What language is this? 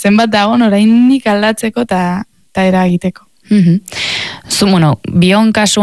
Basque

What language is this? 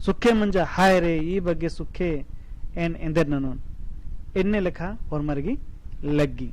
Kurukh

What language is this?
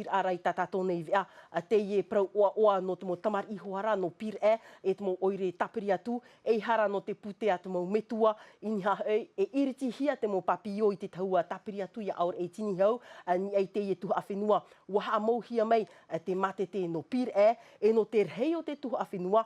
Tahitian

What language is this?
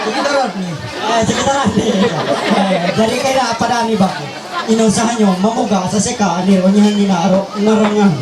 Ma'anyan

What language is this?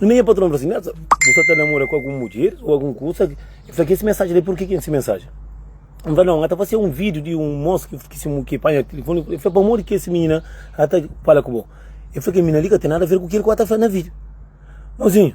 Kabuverdianu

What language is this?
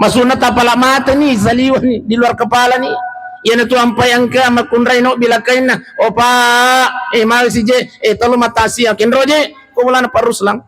Buginese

